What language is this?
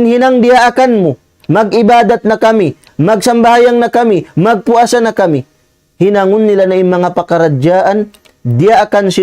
Tausug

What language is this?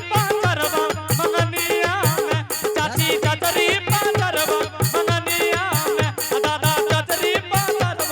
Angika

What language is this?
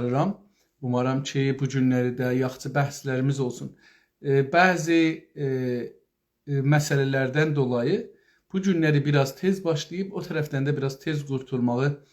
South Azerbaijani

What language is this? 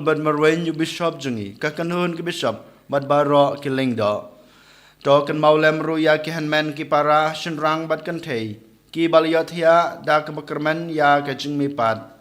Khasi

